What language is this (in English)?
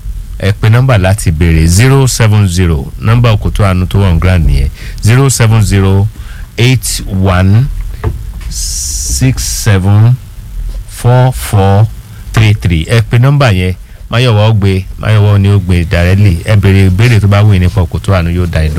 Yoruba